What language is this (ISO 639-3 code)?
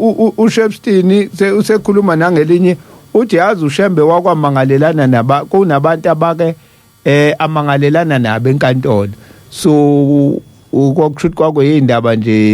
zul